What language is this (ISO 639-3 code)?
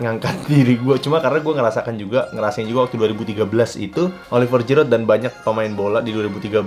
ind